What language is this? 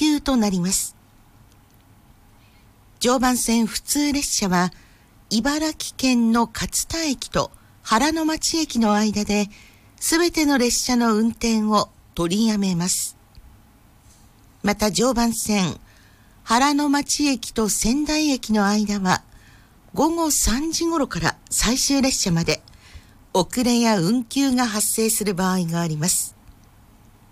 Japanese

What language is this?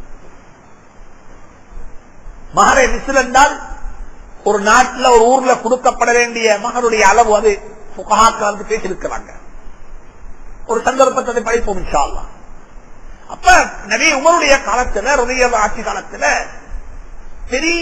Tamil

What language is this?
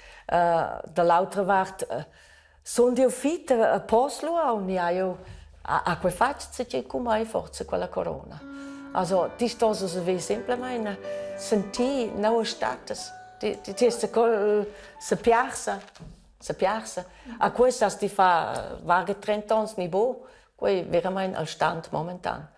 Romansh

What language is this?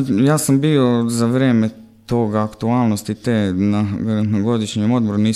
Croatian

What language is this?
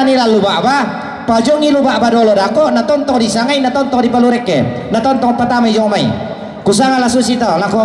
Toraja-Sa'dan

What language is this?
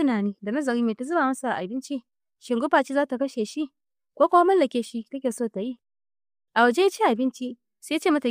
Hausa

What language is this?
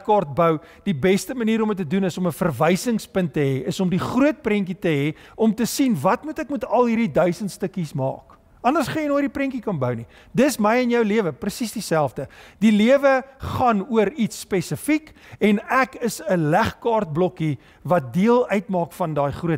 Afrikaans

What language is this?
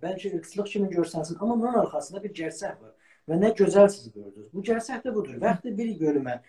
South Azerbaijani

